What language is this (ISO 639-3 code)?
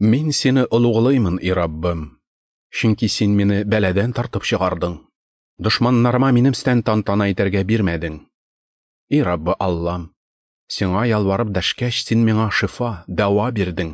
tat